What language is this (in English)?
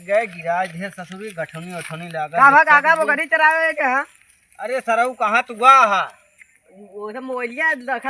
Awadhi